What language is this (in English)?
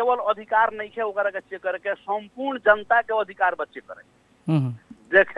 Bhojpuri